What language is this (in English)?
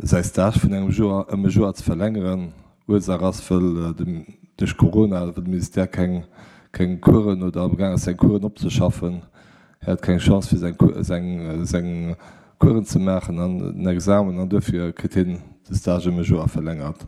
Luxembourgish